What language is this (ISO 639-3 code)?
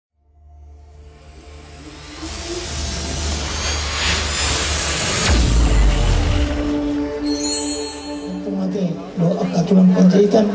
bbc